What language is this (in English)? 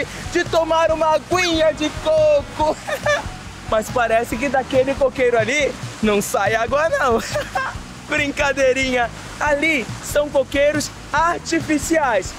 Portuguese